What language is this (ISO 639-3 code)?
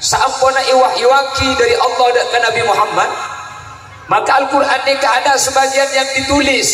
mad